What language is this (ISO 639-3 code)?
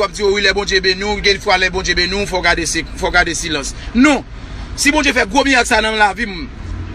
hat